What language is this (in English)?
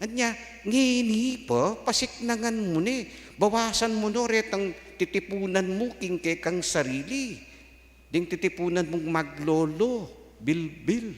Pampanga